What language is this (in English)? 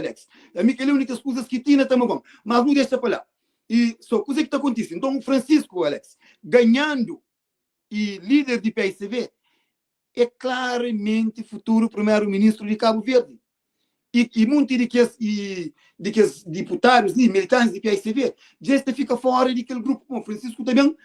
Kabuverdianu